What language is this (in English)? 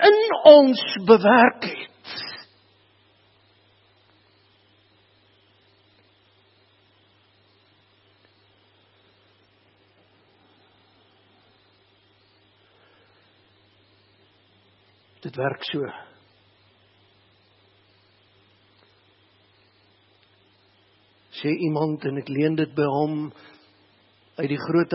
Afrikaans